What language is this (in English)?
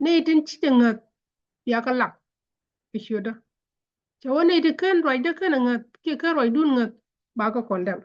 Nuer